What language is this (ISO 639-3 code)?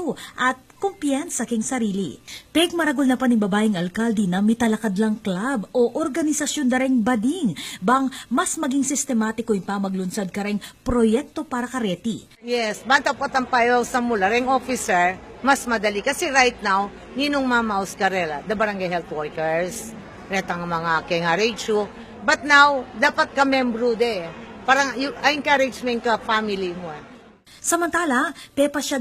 pam